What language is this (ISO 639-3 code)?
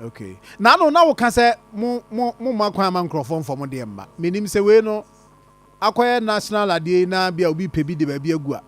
aka